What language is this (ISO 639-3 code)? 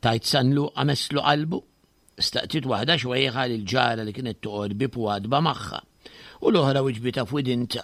mlt